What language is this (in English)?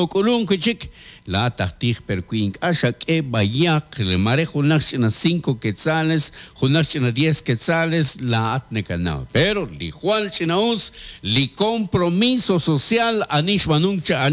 Kekchí